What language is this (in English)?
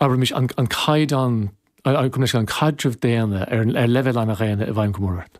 Irish